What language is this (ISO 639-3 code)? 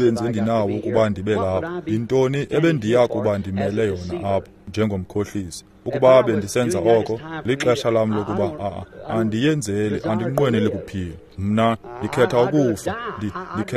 xho